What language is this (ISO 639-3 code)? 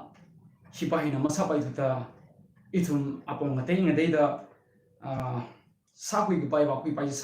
nmf